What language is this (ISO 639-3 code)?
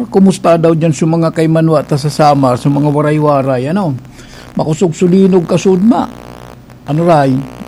bik